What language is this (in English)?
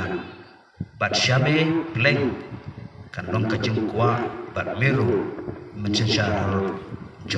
Khasi